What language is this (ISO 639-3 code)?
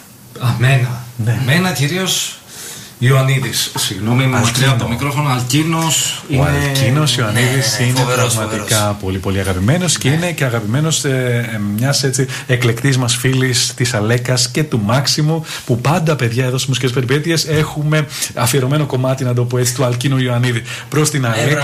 ell